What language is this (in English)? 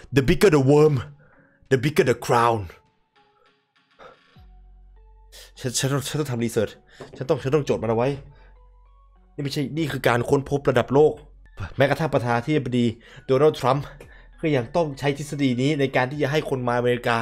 Thai